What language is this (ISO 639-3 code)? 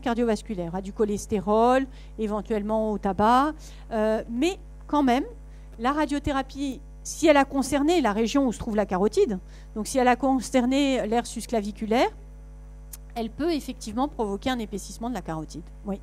fra